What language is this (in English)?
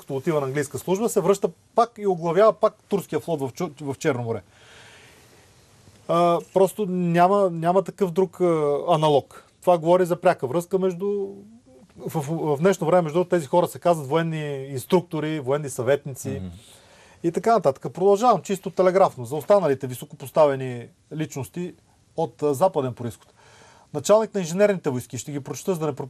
Bulgarian